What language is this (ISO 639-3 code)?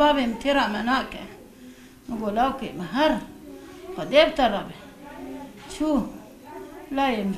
kur